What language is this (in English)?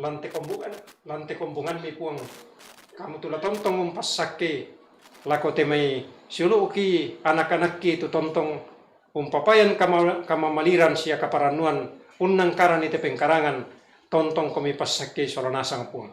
Toraja-Sa'dan